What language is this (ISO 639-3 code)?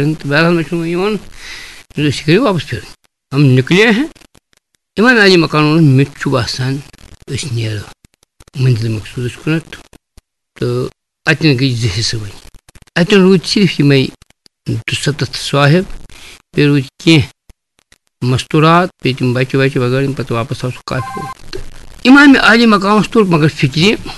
kas